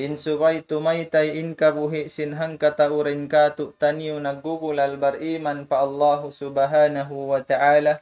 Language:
Tausug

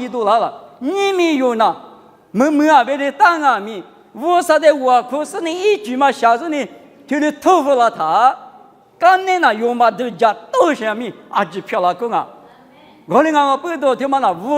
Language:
Lisu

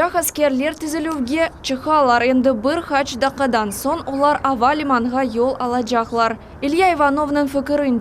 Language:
Crimean Tatar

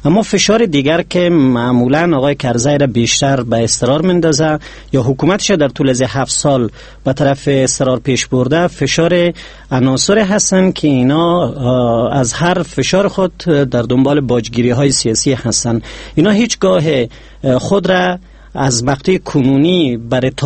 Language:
Persian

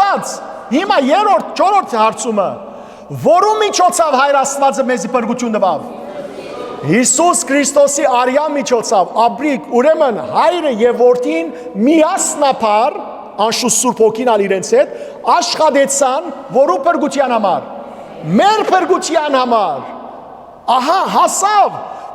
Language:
Western Armenian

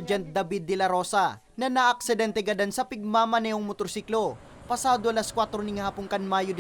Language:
Bikol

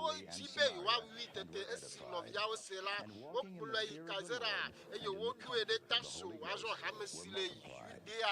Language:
Ewe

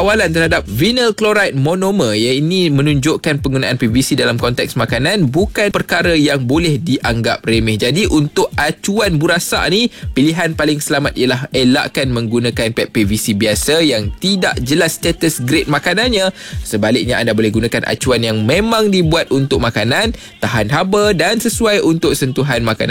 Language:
Malay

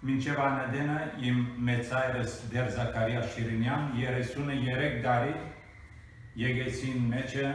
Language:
Western Armenian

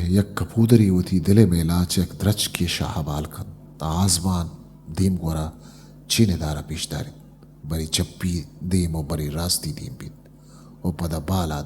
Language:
Eastern Balochi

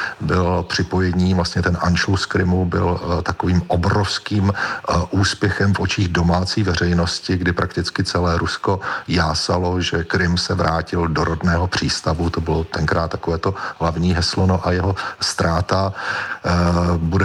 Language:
Czech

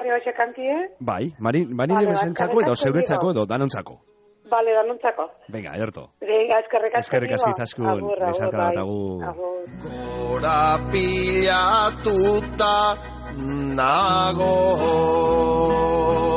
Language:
Basque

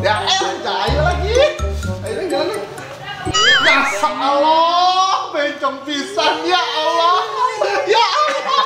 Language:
Betawi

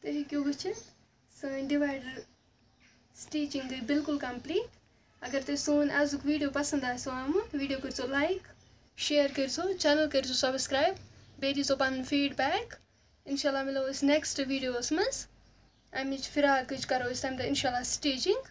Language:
Kashmiri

